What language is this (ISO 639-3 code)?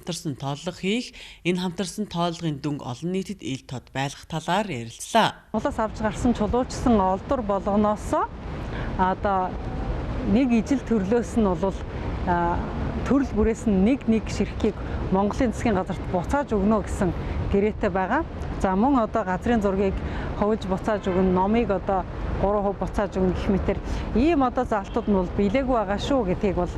mon